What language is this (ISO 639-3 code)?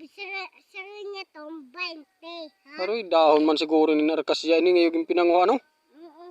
war